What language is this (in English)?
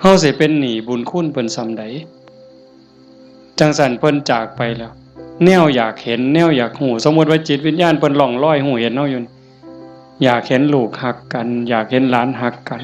Northeastern Thai